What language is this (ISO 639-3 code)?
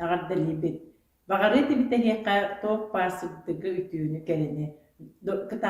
sah